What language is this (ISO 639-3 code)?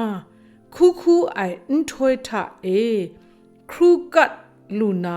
kac